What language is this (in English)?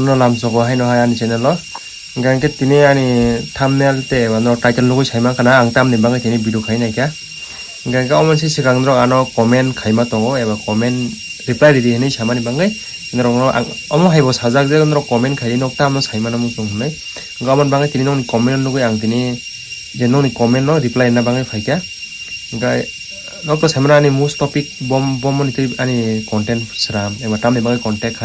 Kok Borok